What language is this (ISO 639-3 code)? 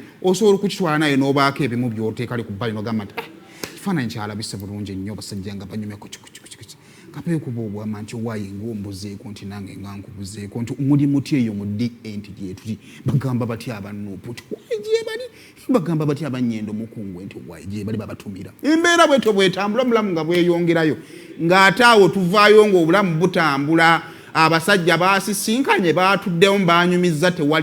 lug